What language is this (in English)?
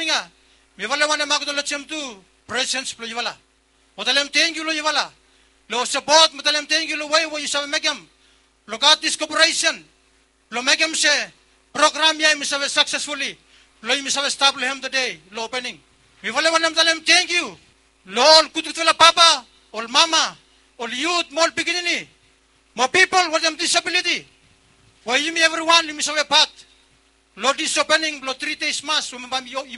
Bislama